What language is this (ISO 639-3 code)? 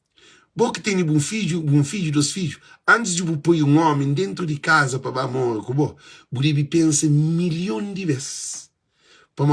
kea